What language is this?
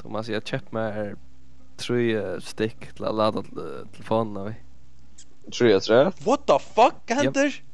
Faroese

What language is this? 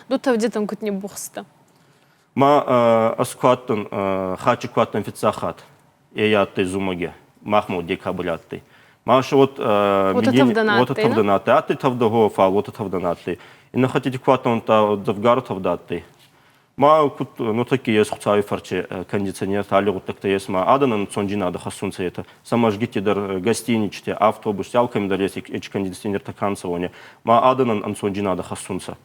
Ossetic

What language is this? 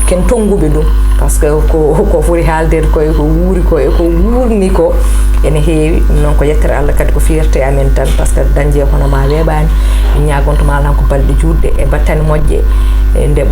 Fula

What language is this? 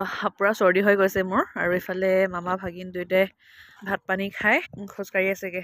Assamese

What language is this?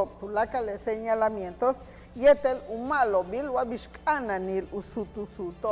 Yucateco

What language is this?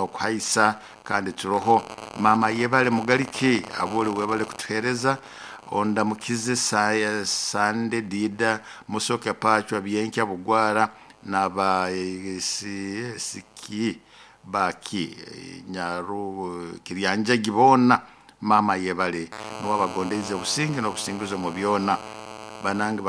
Nyoro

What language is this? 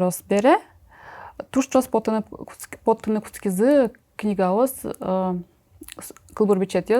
Udmurt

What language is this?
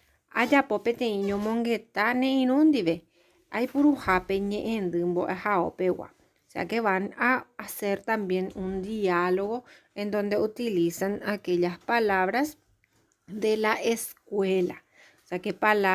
Guarani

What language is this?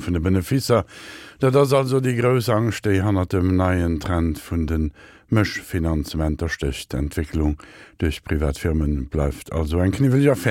Luxembourgish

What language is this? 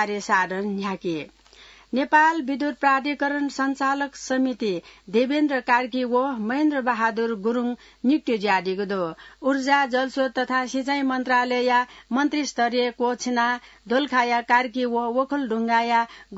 Newari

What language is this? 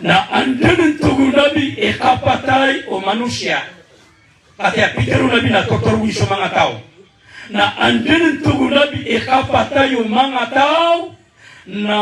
Maranao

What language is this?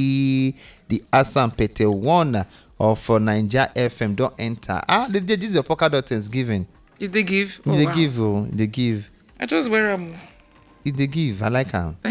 Nigerian Pidgin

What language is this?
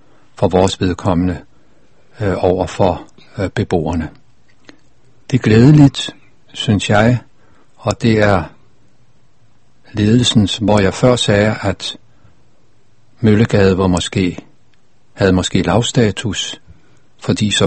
Danish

